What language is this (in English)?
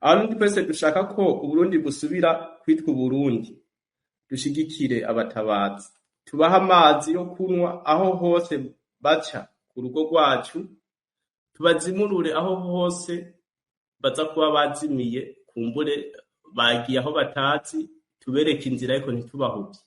Rundi